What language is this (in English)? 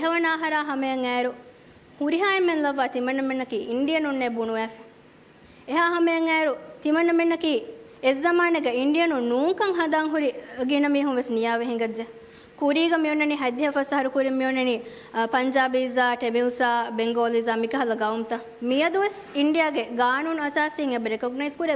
Divehi